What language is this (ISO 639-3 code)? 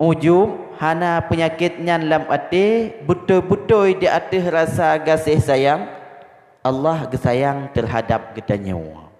ace